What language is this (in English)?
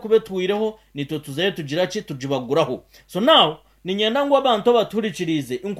Nyankole